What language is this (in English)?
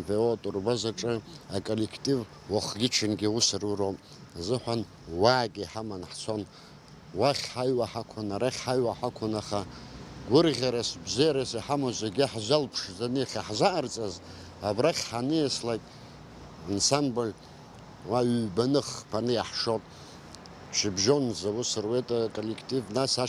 Abkhazian